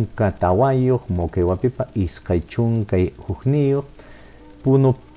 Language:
Quechua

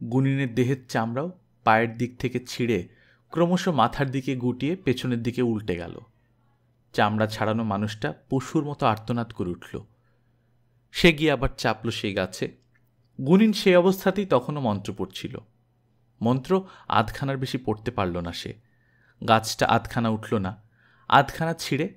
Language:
Bangla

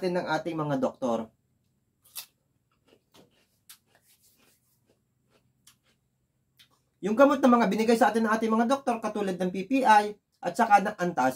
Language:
Filipino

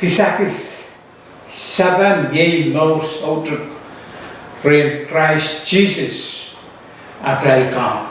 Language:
Pohnpeian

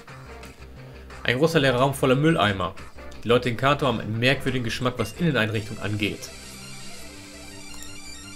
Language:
German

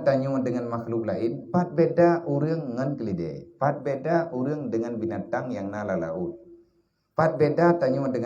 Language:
Achinese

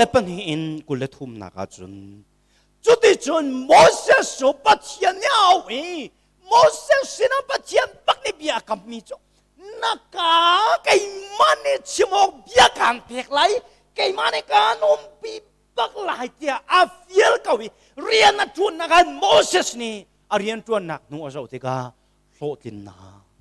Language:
Hakha Chin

